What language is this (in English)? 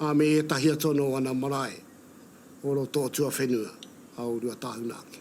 Māori